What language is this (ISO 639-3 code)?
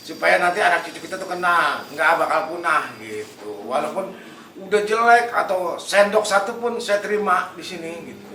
bew